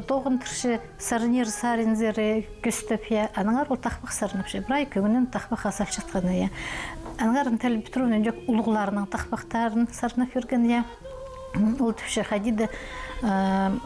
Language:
Khakas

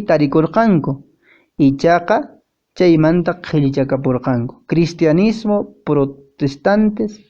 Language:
Quechua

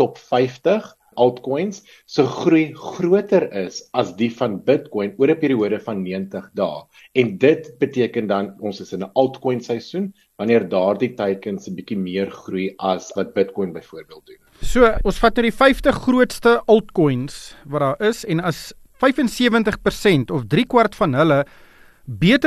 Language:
Afrikaans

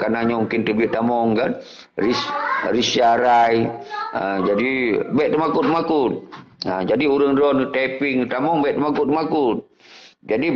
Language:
Achinese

